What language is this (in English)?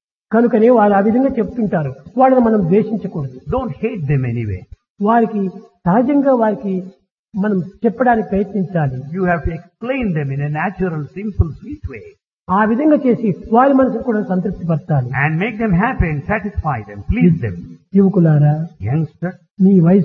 Telugu